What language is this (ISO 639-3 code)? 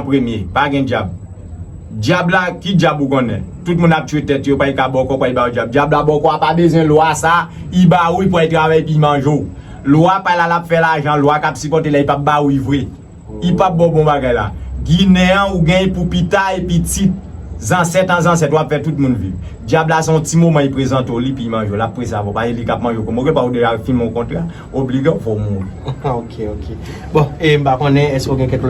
hat